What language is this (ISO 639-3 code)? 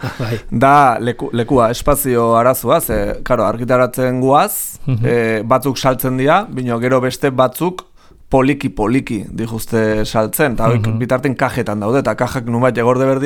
eus